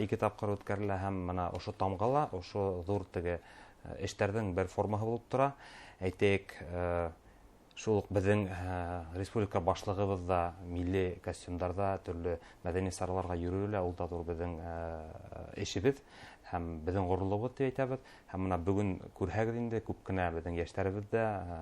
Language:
Bashkir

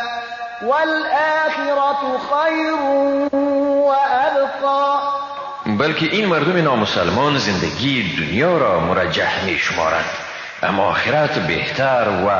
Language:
Persian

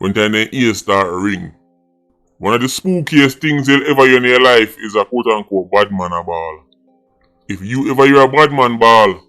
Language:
Jamaican Creole English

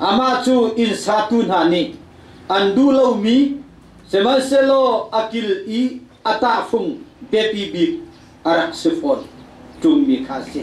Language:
Hakha Chin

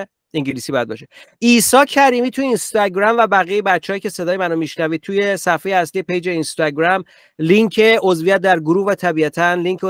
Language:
Persian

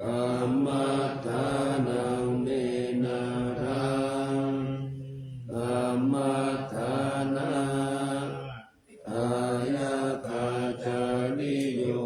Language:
Pali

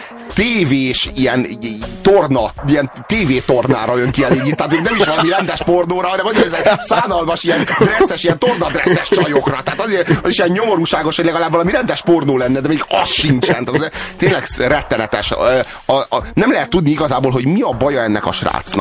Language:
Hungarian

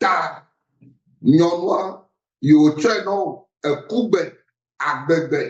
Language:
Ewe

